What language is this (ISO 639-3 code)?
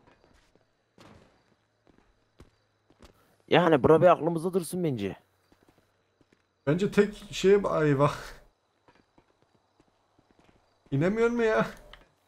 tur